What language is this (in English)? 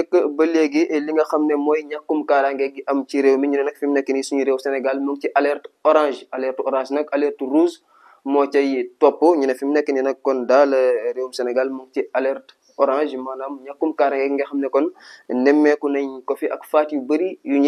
Wolof